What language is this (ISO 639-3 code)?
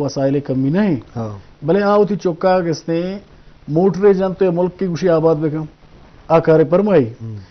bgp